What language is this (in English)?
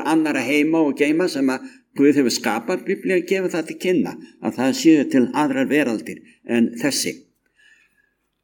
Icelandic